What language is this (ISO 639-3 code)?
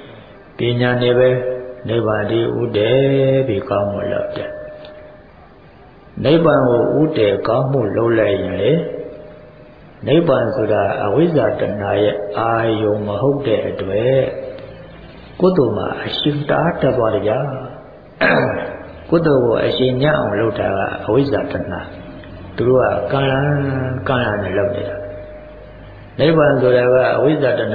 mya